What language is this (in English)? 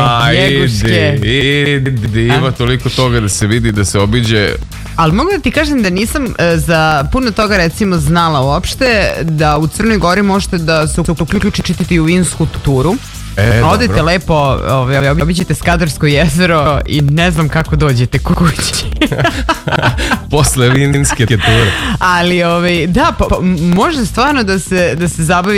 Serbian